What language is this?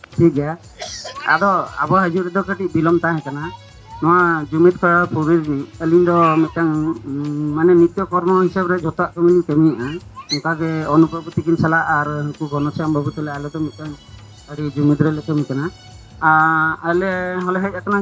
Santali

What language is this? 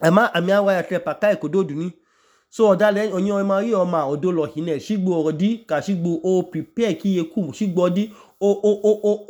Idoma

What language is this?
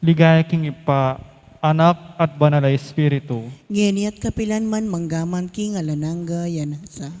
Pampanga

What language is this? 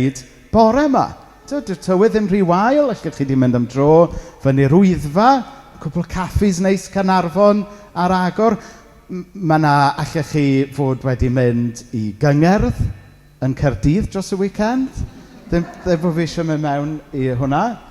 Welsh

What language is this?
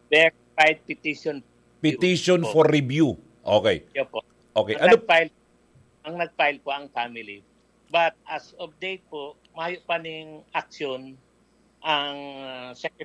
Bikol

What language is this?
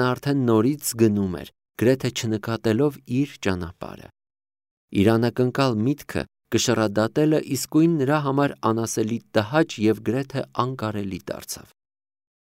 Armenian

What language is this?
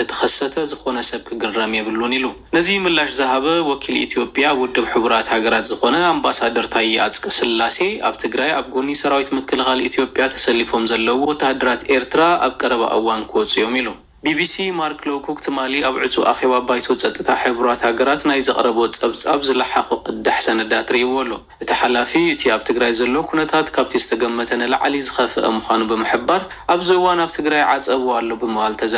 Tigrinya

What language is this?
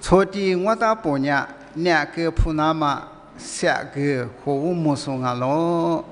Lisu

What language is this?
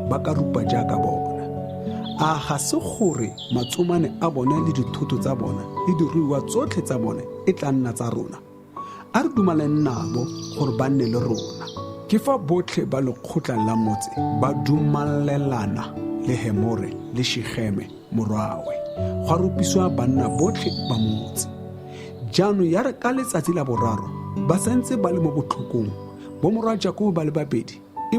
Tswana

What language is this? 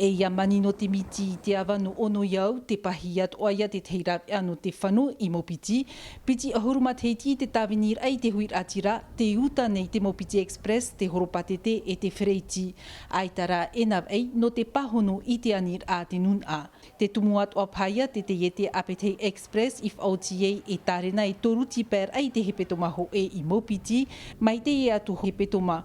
Tahitian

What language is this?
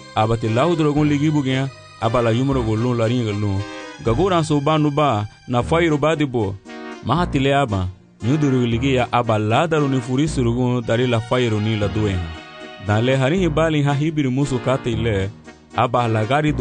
Garifuna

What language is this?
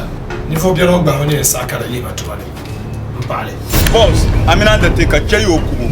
Dagbani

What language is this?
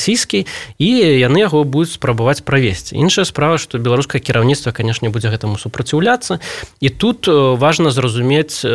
Belarusian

